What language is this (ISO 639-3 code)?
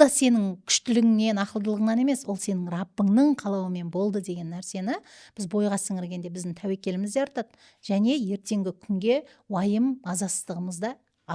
kaz